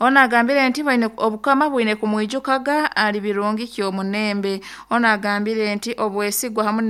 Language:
Nyoro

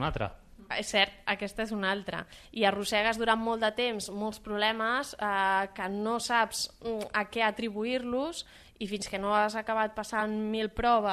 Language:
Catalan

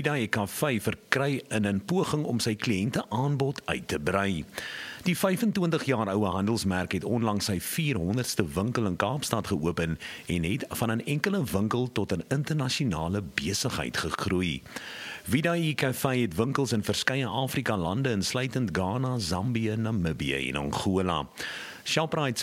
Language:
Afrikaans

